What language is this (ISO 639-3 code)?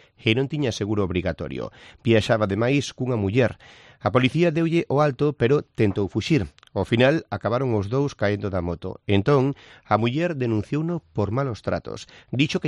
glg